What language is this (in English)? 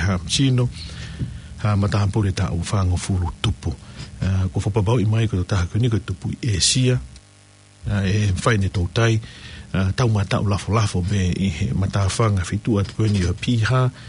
Tongan